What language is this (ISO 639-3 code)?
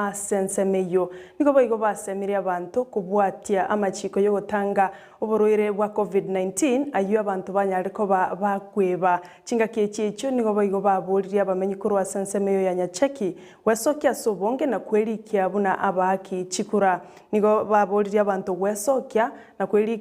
guz